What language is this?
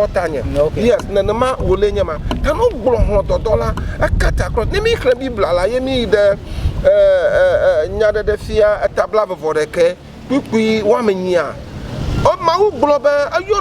Ewe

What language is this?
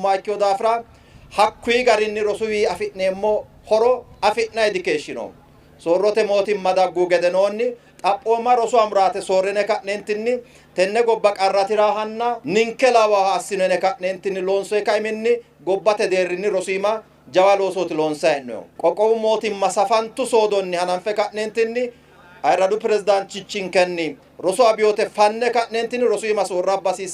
Sidamo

